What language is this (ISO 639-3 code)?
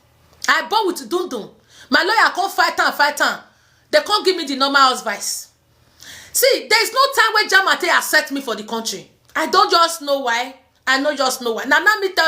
pcm